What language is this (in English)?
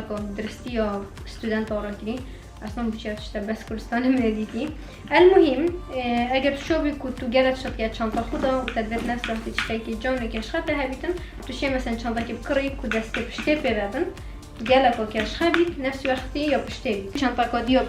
Kurdish